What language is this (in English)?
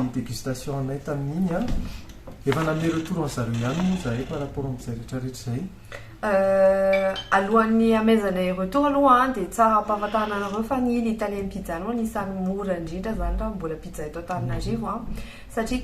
Malagasy